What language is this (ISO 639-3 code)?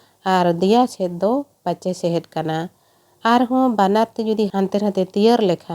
sat